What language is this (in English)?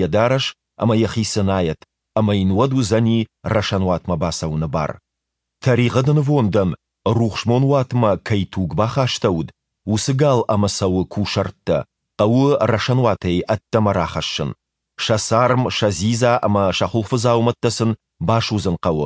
Ossetic